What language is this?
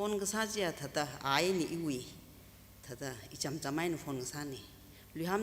Tangkhul Naga (India)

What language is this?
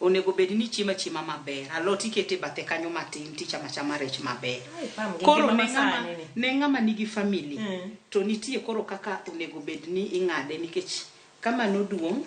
Luo (Kenya and Tanzania)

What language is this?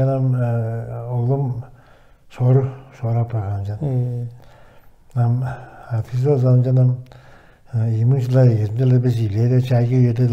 Tuvinian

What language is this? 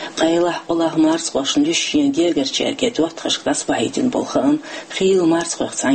Chechen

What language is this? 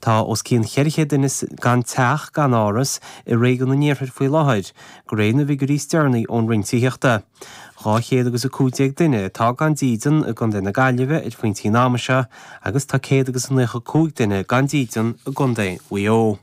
Irish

